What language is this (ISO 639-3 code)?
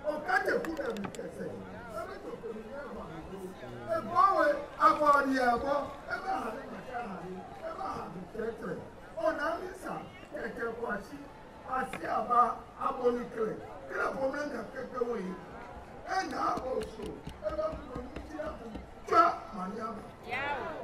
ewe